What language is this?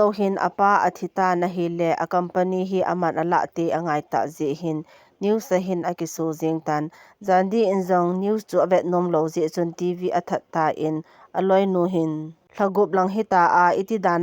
Thado Chin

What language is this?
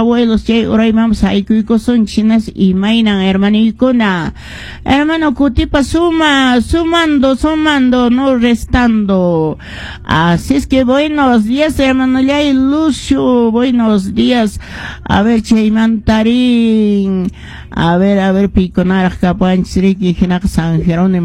Quechua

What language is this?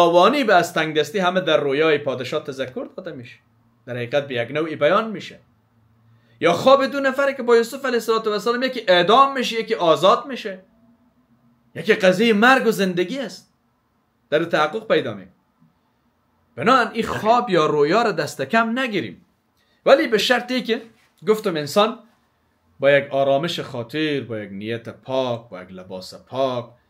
Persian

